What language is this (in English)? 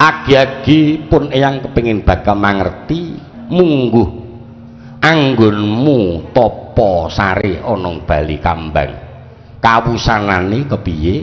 Javanese